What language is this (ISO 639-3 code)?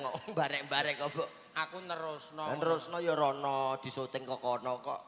jav